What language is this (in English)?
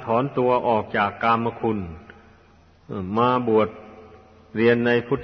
Thai